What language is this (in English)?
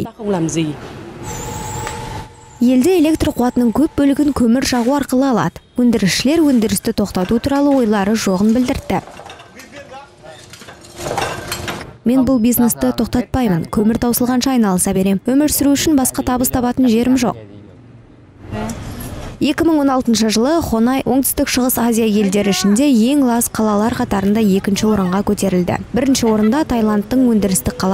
Kazakh